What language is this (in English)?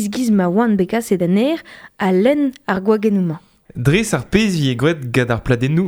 Breton